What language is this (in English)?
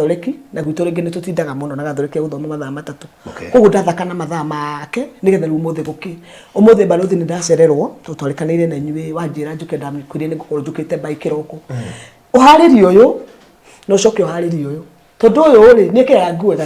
Kikuyu